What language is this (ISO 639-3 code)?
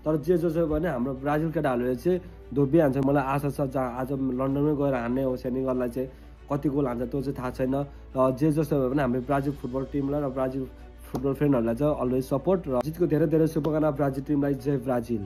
nep